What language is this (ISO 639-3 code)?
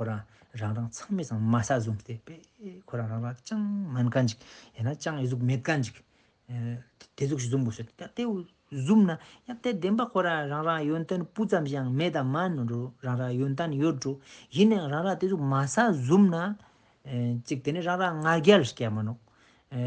lbj